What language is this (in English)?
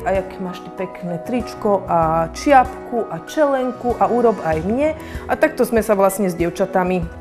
Slovak